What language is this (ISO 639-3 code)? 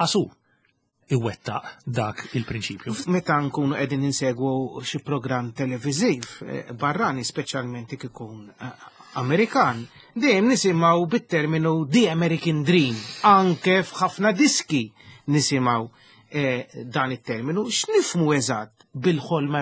mlt